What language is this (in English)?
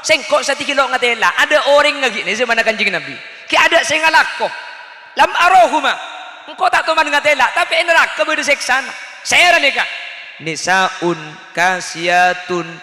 Madurese